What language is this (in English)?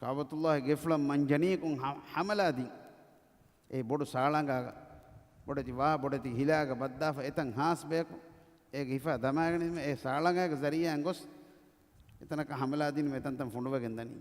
Divehi